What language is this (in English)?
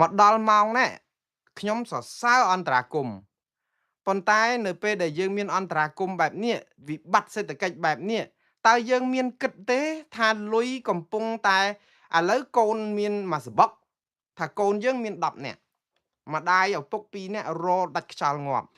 Khmer